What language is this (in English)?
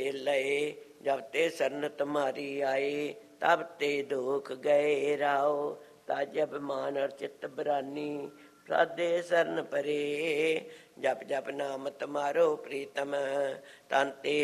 Punjabi